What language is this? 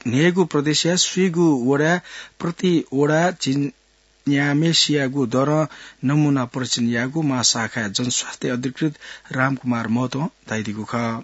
Newari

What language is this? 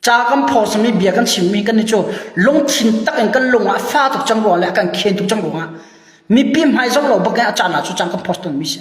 Hakha Chin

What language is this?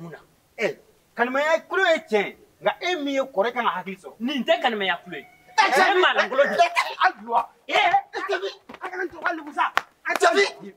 Bambara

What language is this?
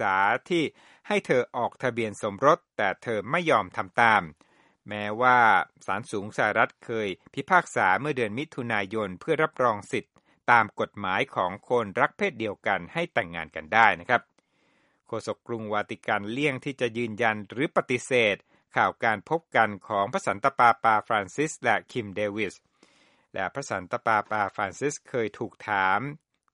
Thai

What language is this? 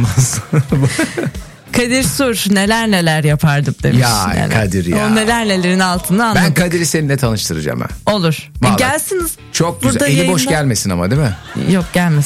Turkish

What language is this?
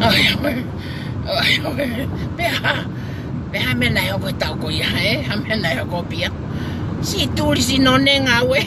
Tongan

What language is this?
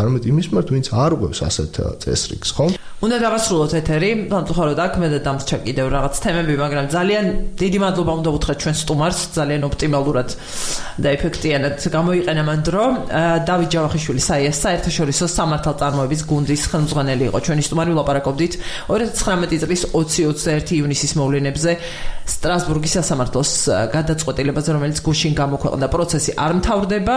Georgian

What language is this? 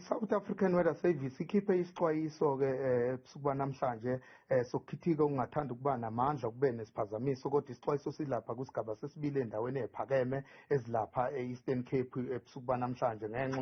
Zulu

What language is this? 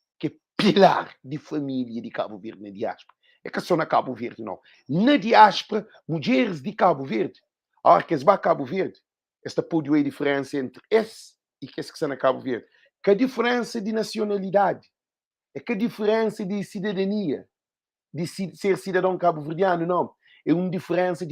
Kabuverdianu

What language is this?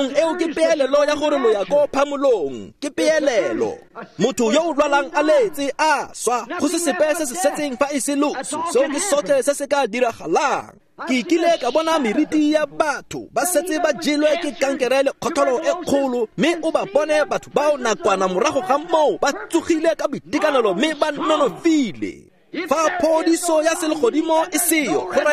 Tswana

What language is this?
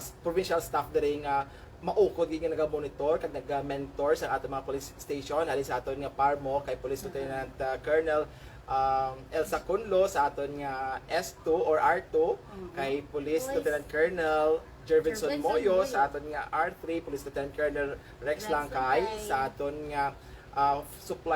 Hiligaynon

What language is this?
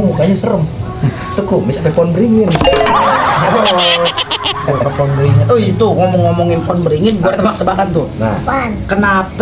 Betawi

